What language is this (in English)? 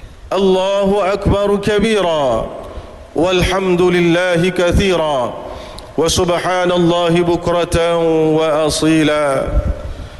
Malay